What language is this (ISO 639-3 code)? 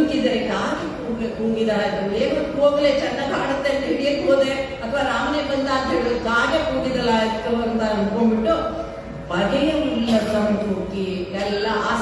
kan